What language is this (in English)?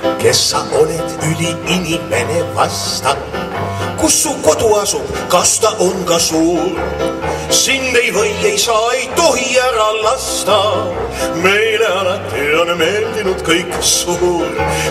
Estonian